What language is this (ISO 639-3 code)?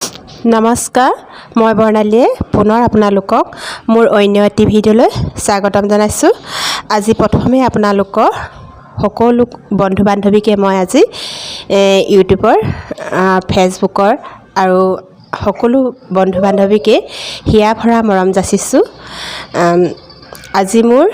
asm